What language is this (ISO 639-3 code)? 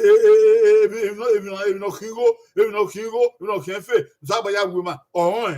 bin